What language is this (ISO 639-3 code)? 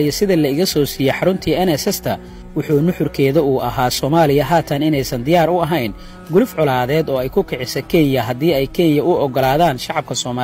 som